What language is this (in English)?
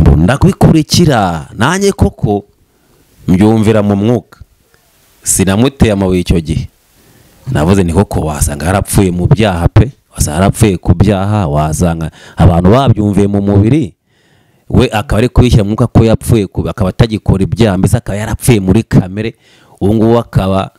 Kinyarwanda